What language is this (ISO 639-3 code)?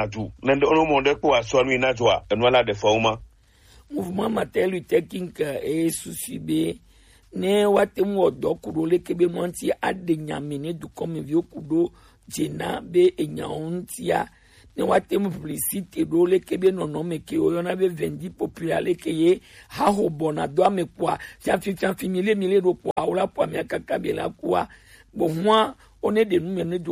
gej